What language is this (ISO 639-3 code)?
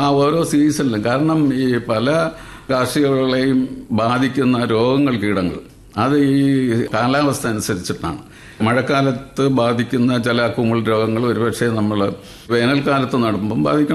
mal